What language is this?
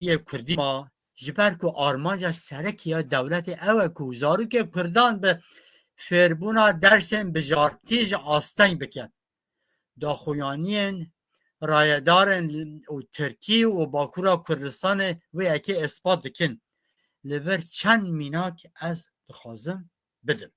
Kurdish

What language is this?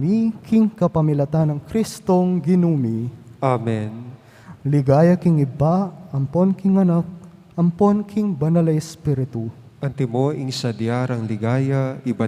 Pampanga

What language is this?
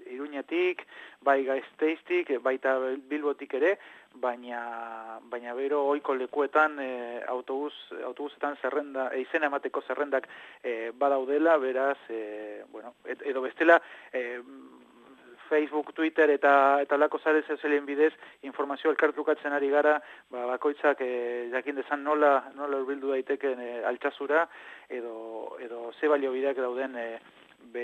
Basque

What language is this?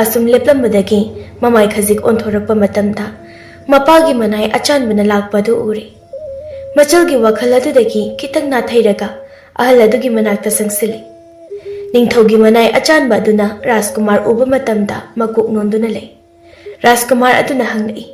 Manipuri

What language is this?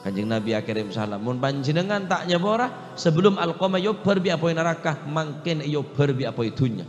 Madurese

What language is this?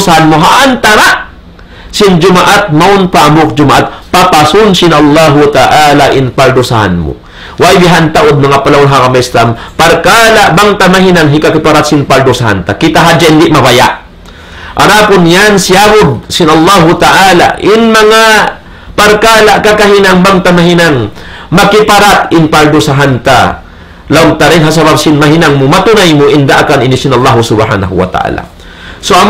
Tausug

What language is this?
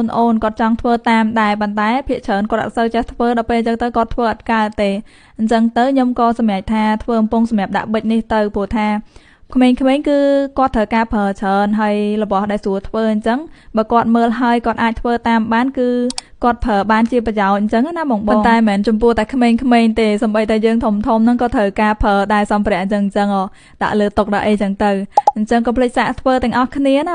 Khmer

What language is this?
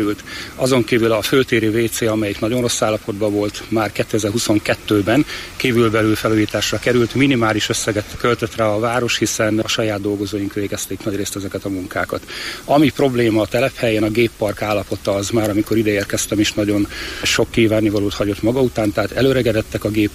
Hungarian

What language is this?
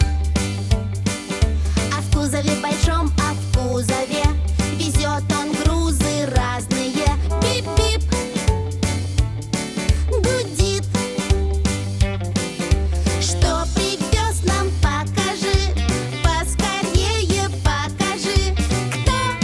Russian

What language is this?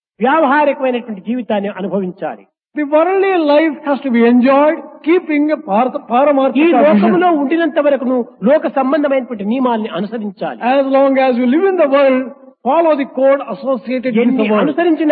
Telugu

